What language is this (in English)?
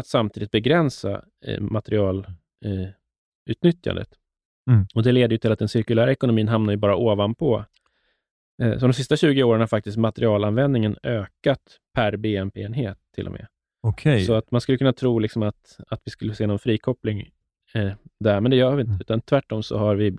Swedish